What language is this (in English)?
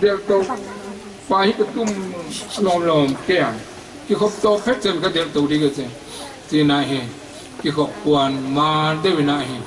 Paite Chin